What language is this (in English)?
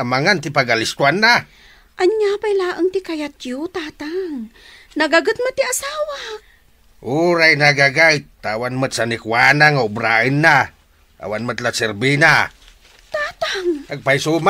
Iloko